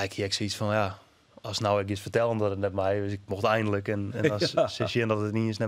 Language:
Western Frisian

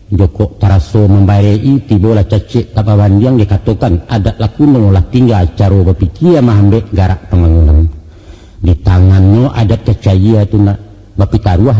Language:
Minangkabau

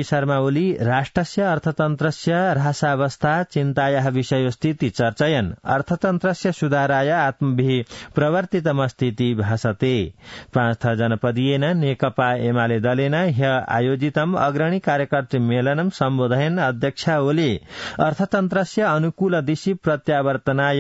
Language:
Sanskrit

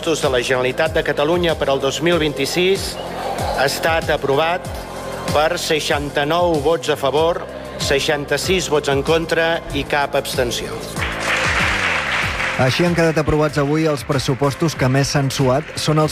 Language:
Catalan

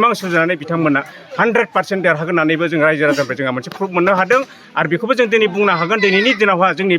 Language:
Bodo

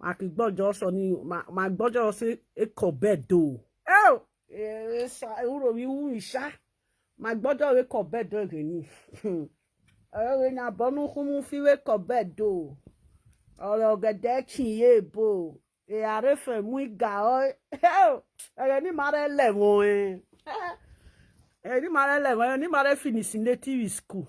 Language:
Nigerian Pidgin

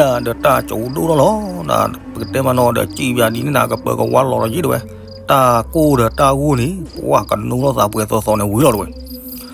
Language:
S'gaw Karen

